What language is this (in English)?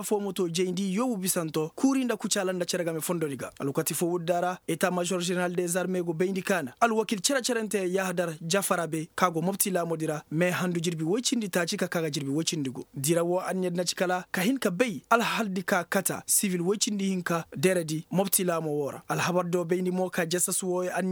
Koyraboro Senni